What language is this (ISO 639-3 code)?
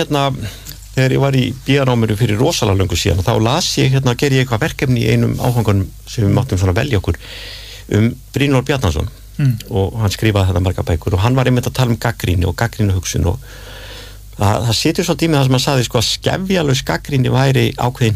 isl